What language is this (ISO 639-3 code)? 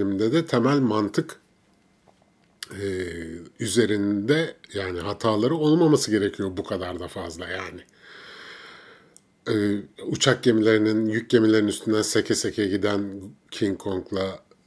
tur